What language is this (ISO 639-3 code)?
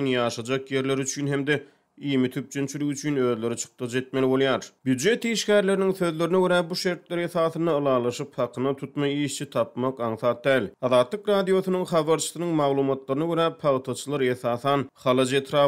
tuk